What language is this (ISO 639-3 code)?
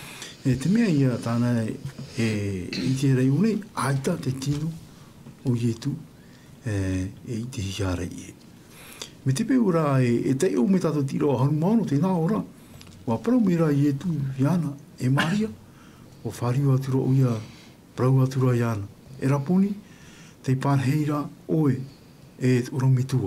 tah